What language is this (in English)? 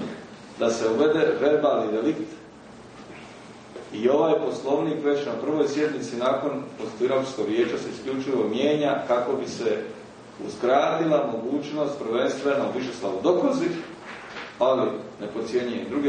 Croatian